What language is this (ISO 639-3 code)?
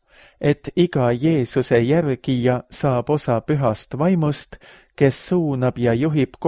est